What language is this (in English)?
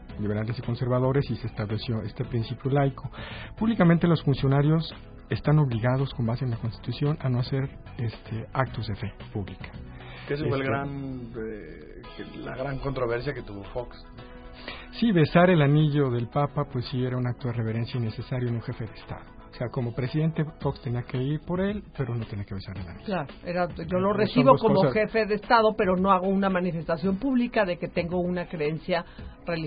Spanish